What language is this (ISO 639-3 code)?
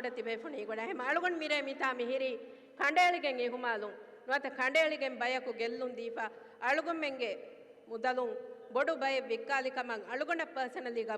div